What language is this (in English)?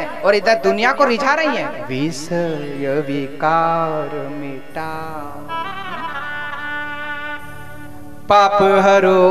Hindi